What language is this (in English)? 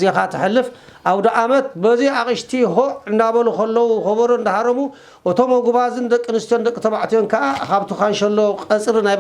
Tigrinya